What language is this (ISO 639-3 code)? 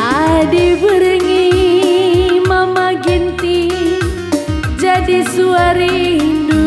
btx